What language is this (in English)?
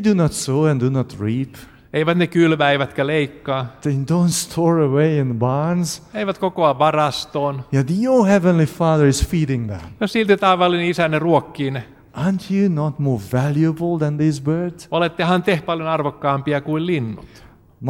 Finnish